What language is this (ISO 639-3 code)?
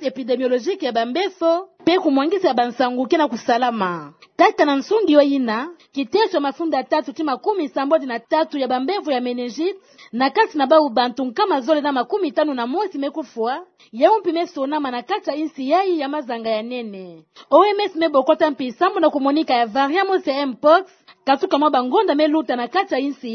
ktu